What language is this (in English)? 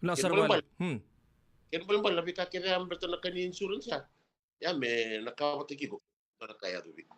Fijian